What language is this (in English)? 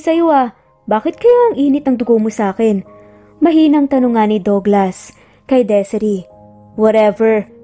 Filipino